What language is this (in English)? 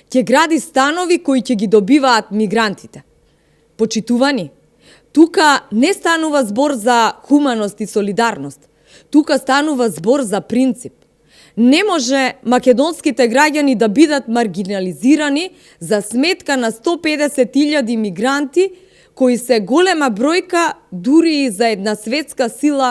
Macedonian